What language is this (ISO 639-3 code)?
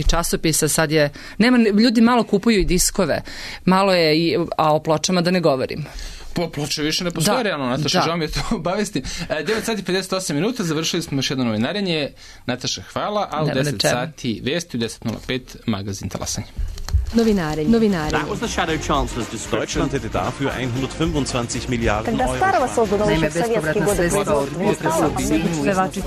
srp